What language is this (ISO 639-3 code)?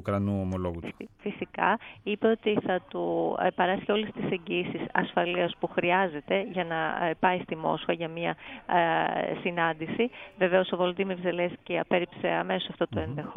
ell